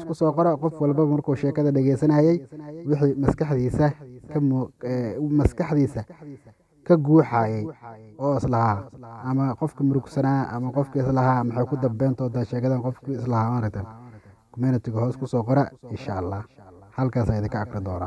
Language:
Somali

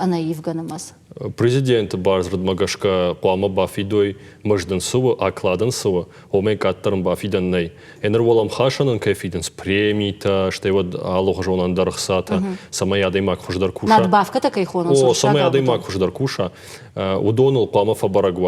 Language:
Ossetic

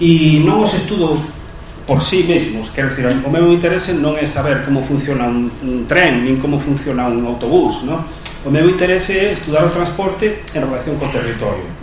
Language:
Galician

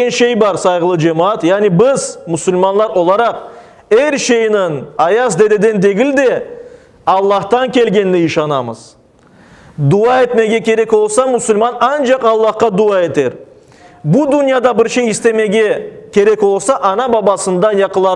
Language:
Crimean Tatar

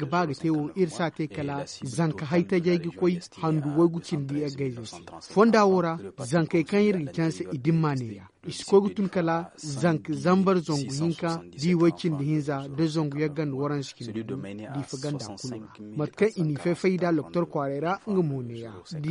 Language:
Zarma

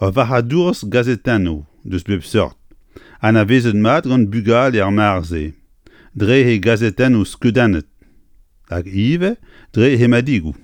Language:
Breton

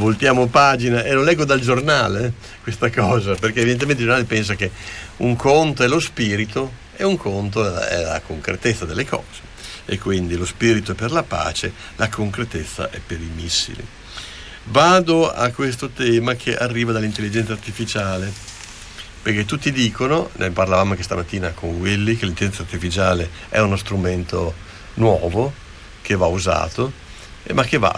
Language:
Italian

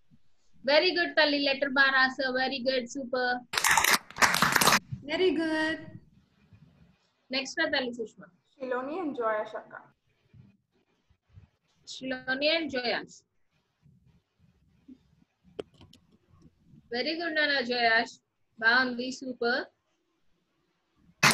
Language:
Telugu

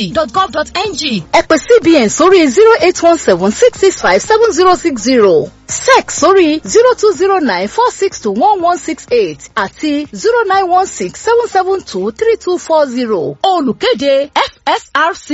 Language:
Yoruba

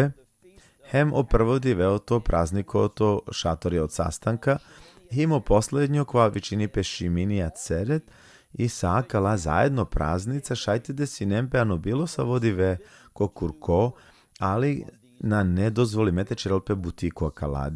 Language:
Balkan Romani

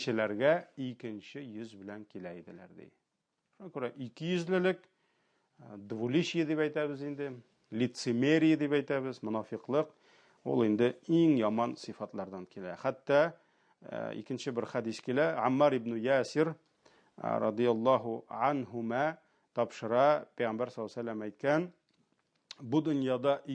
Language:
Tatar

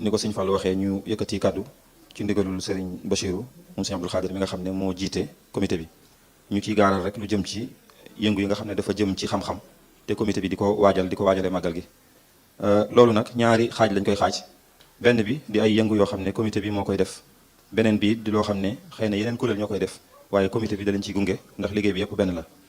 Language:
Wolof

